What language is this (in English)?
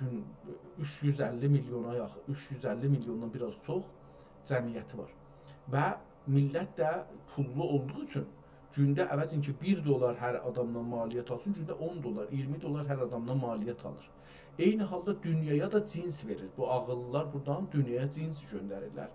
South Azerbaijani